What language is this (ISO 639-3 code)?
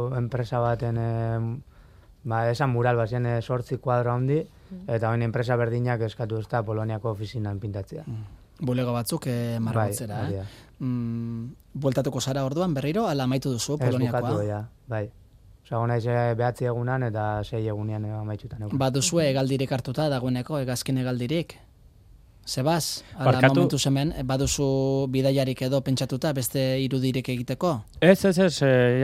eus